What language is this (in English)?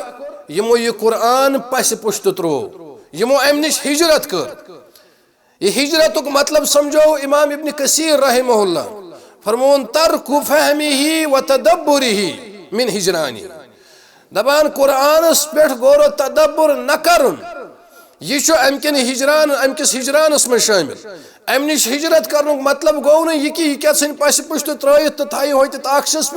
Kashmiri